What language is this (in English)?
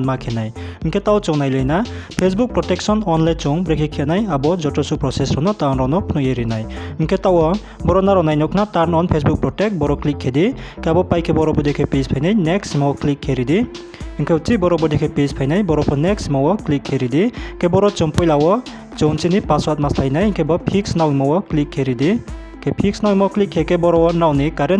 Riang (India)